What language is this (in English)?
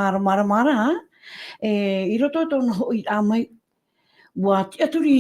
Tahitian